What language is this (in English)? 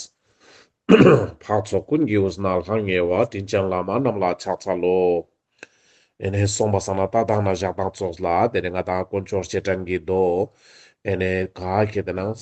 Ladakhi